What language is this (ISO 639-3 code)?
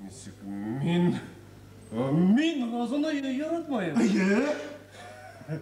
bak